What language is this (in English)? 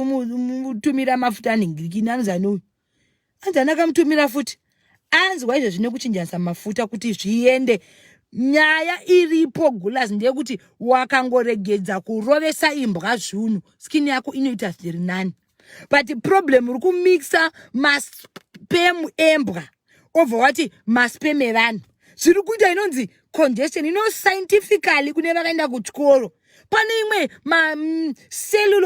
Shona